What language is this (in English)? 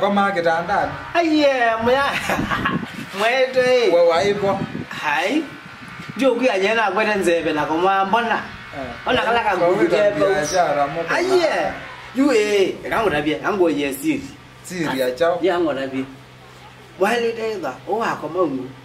Swahili